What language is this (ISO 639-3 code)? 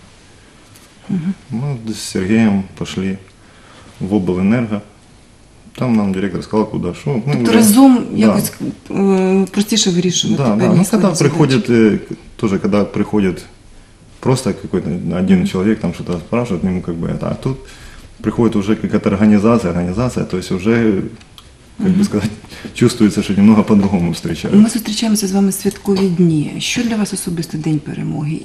ukr